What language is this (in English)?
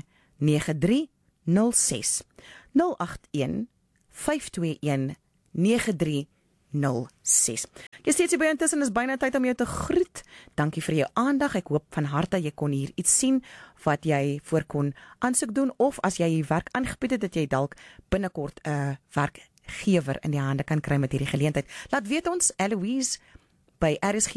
Afrikaans